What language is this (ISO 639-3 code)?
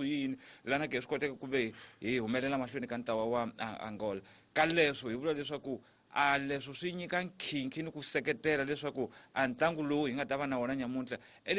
tso